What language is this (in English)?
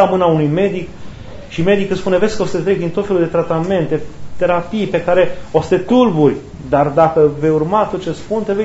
Romanian